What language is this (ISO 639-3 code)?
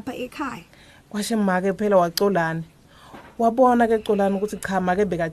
ssw